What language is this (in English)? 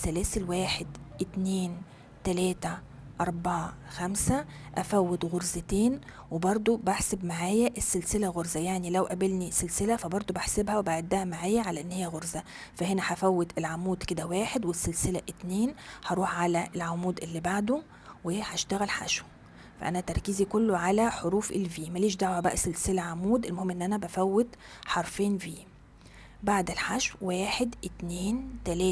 Egyptian Arabic